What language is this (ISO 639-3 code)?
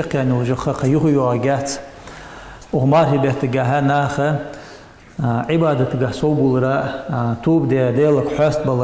inh